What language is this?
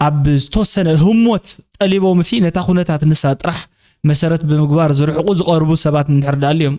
Tigrinya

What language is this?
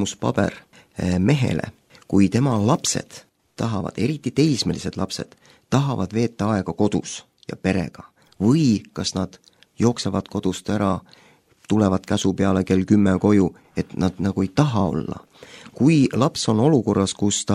Estonian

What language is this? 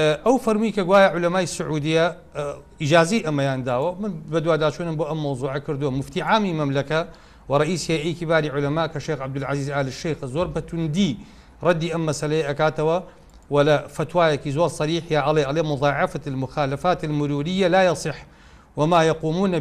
Central Kurdish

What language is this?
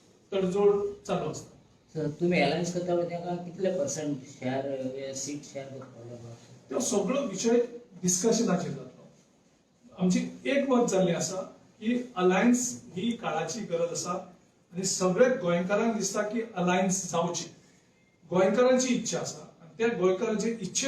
Konkani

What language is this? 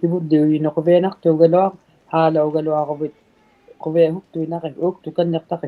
Inuktitut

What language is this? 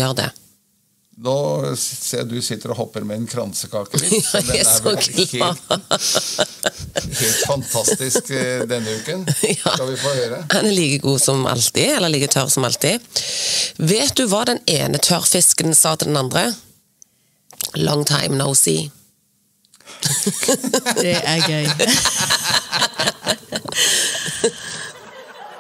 Norwegian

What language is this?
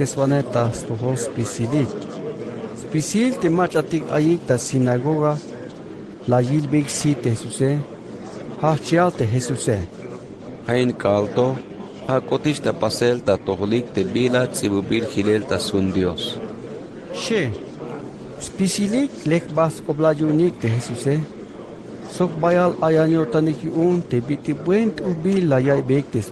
Tzeltal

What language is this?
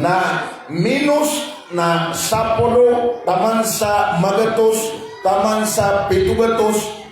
Maranao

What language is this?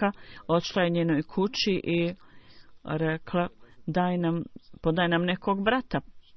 Bosnian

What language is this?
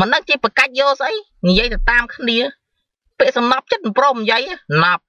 Khmer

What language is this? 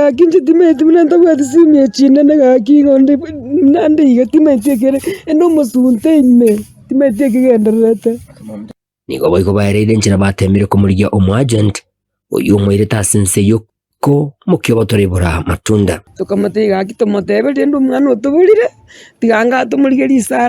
Gusii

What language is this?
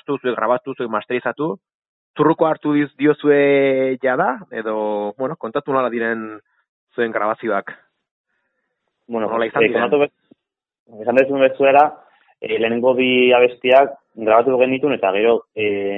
Basque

